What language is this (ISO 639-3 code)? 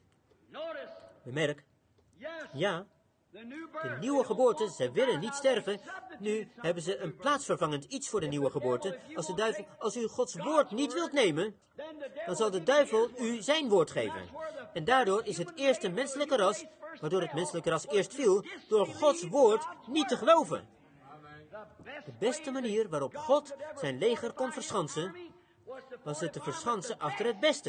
nld